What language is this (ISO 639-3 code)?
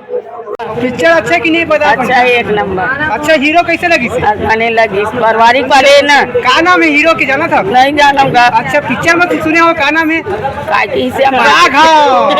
hne